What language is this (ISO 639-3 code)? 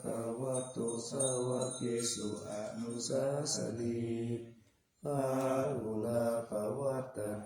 pli